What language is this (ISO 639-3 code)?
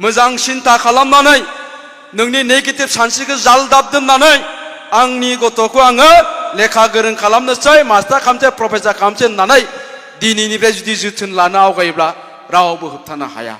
brx